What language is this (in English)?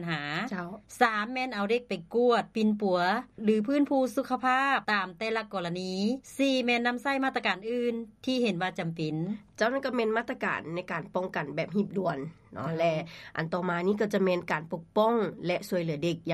Lao